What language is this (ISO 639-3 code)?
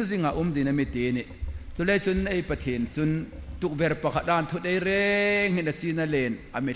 hmr